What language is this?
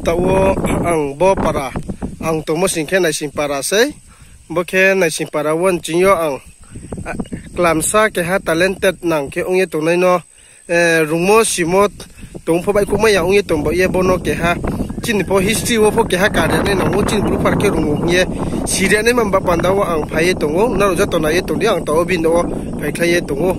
Riang (India)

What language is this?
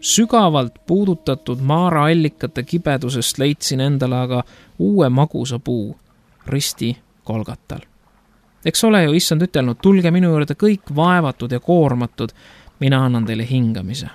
Estonian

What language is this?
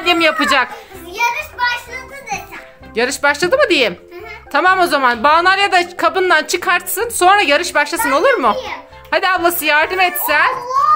Turkish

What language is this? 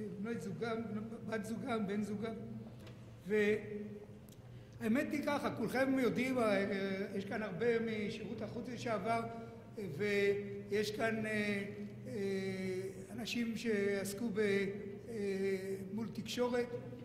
Hebrew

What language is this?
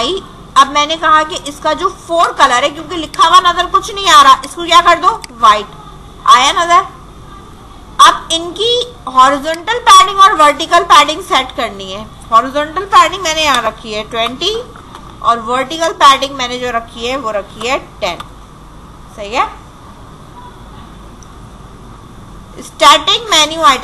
Hindi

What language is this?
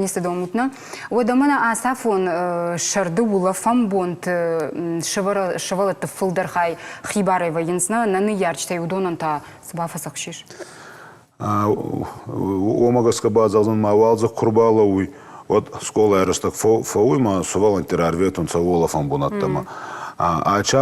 Ossetic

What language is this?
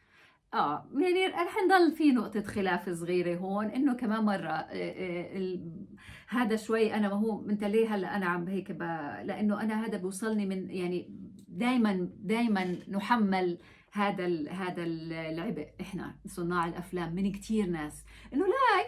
North Levantine Arabic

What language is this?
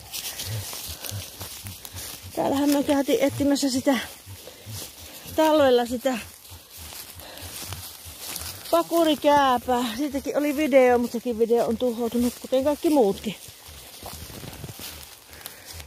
Finnish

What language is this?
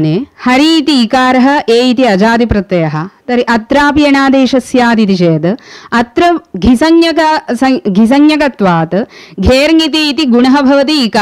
Sanskrit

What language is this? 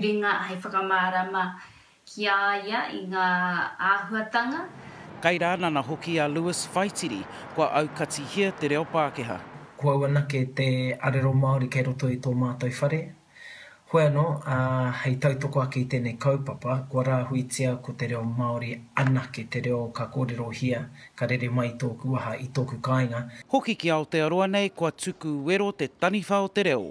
Māori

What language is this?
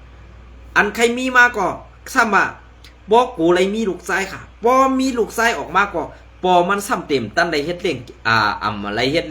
Shan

